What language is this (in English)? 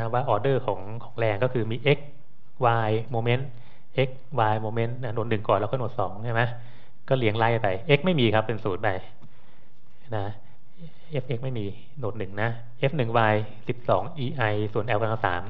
Thai